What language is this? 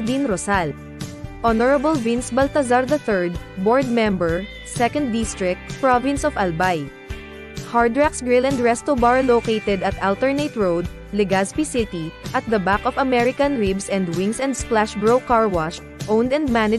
Bikol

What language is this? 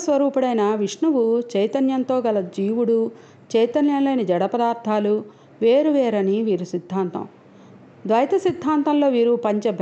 Telugu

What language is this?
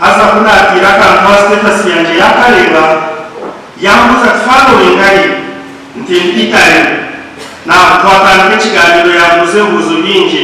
Nyankole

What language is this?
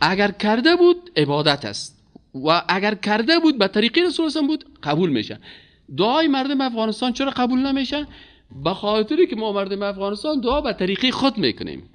Persian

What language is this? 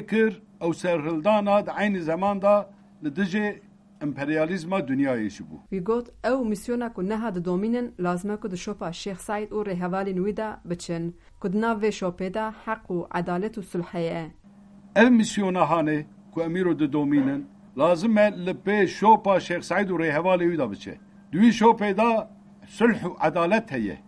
Kurdish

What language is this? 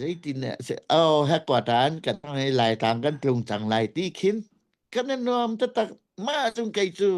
Hakha Chin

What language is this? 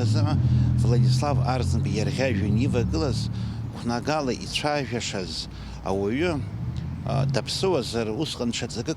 Abkhazian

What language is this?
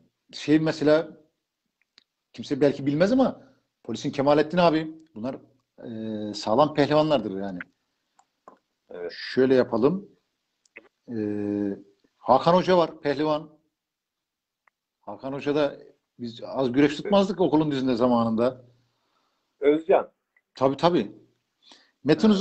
Turkish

